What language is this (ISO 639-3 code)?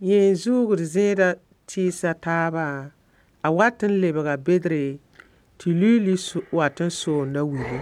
mos